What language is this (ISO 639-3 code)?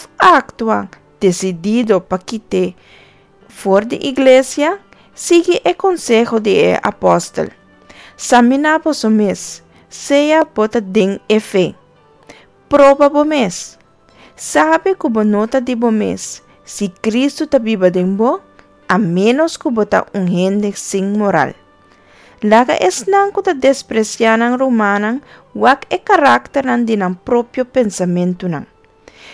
pap